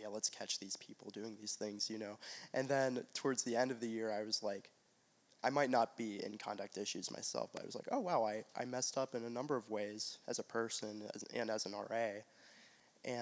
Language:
English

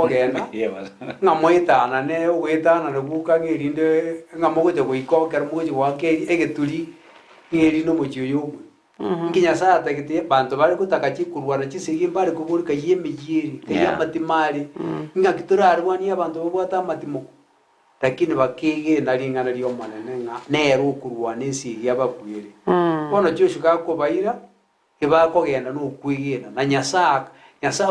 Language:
Gusii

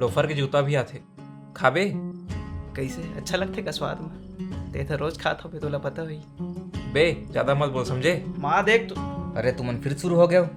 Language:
Chhattisgarhi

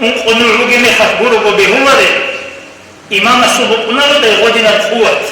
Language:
Avaric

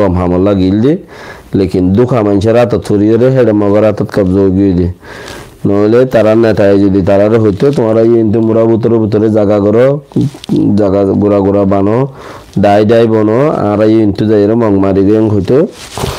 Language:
Rohingya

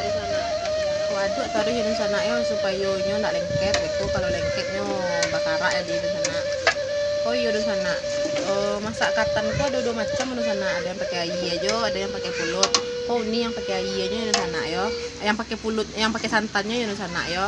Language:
Minangkabau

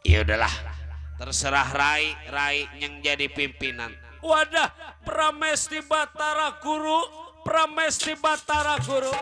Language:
Betawi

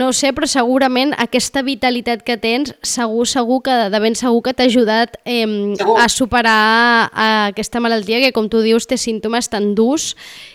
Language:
Catalan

